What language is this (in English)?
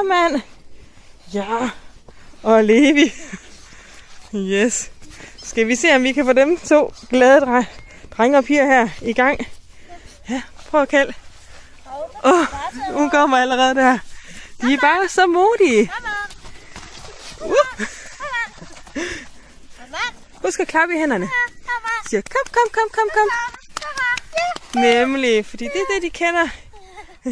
Danish